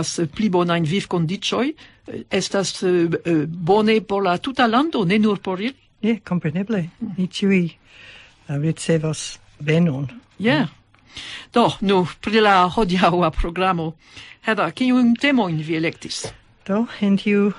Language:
Esperanto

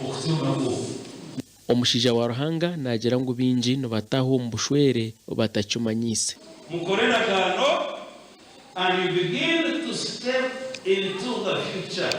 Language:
Nyankole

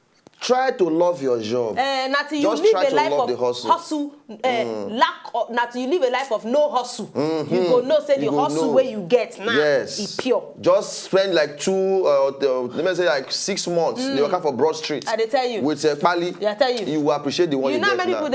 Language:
Nigerian Pidgin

